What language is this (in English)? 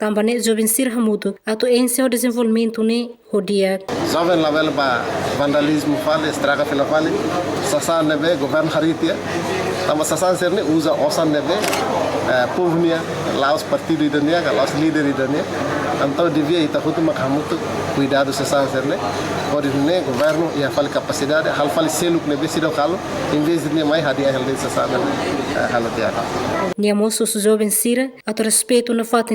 Tetum